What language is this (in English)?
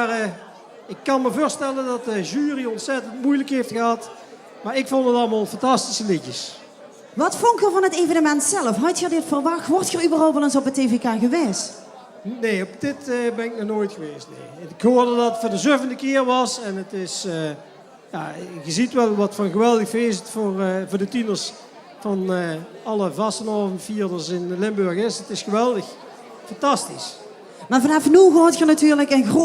Limburgish